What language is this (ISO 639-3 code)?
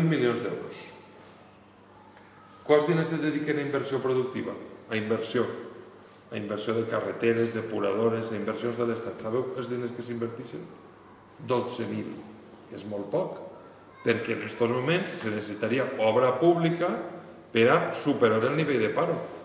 cat